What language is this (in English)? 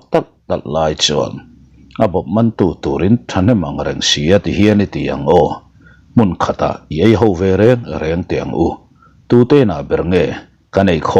Mizo